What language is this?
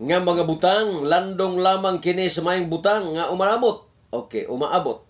Cebuano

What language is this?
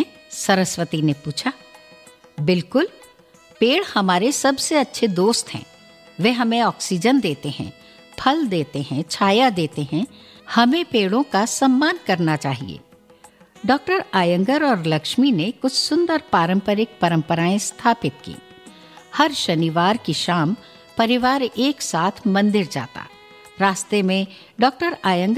Hindi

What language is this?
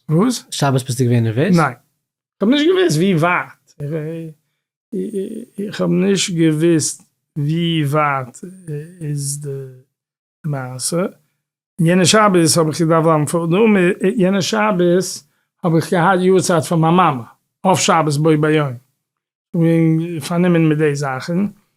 Yiddish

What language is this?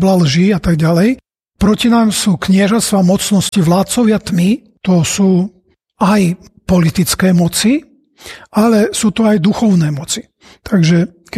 Slovak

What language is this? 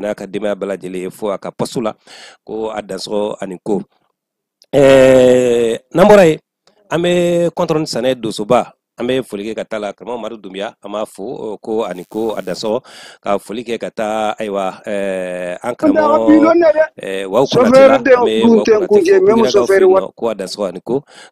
Bambara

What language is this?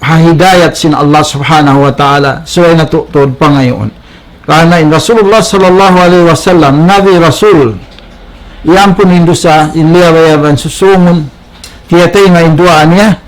Tausug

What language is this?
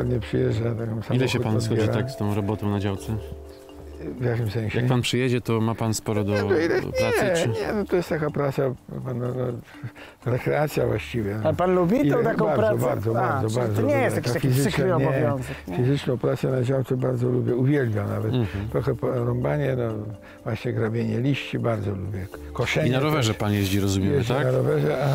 Polish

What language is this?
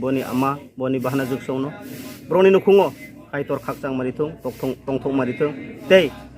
Riang (India)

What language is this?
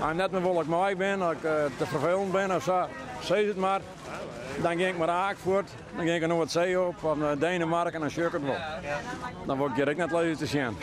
Western Frisian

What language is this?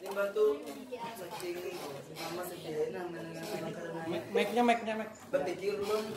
Banjar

